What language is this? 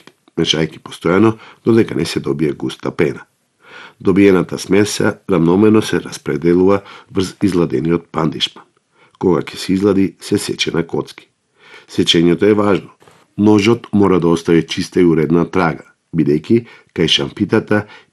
Macedonian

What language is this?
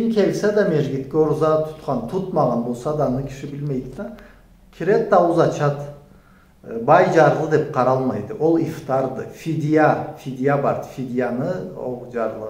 Karachay-Balkar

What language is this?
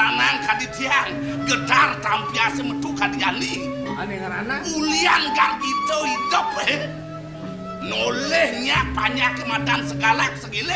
Balinese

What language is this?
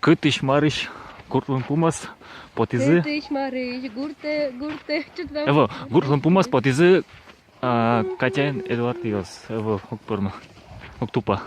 Udmurt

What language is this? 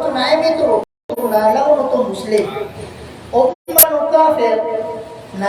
Maranao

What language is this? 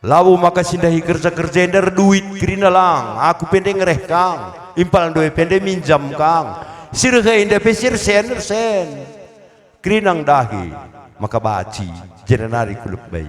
Batak Karo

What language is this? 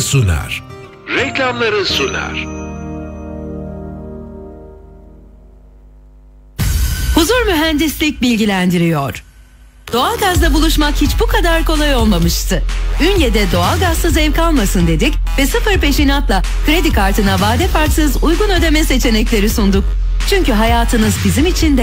Turkish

